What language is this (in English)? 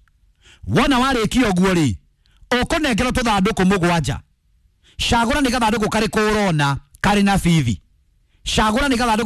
Kikuyu